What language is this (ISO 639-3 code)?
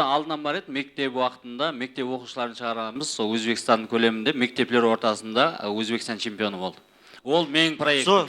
kaa